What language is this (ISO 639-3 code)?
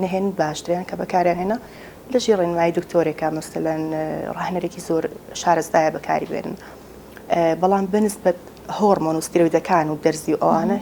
ckb